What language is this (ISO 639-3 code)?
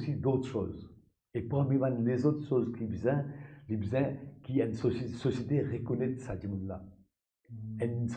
mfe